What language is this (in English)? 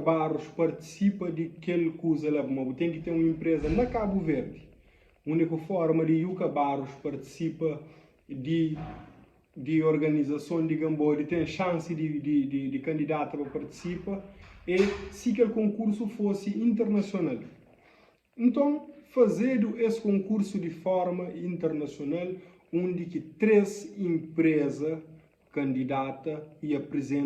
Kabuverdianu